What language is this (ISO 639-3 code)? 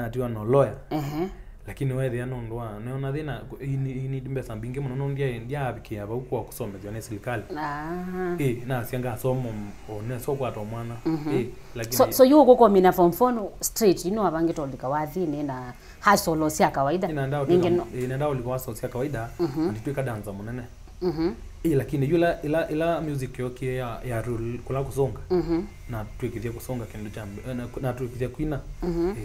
kam